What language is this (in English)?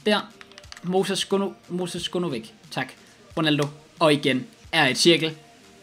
Danish